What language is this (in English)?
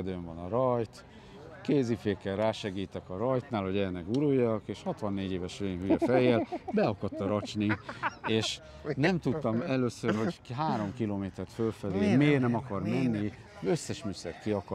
Hungarian